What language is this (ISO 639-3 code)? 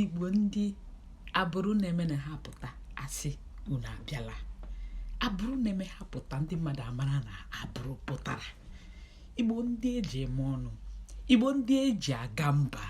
ibo